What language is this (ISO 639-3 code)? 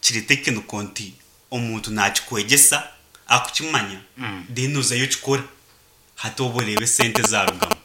nyn